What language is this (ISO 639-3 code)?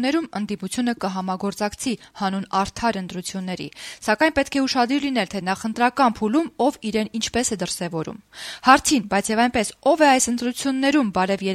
hye